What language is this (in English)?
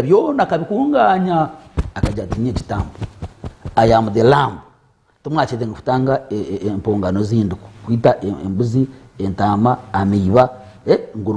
Nyankole